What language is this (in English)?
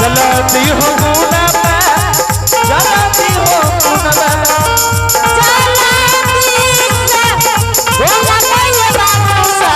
Angika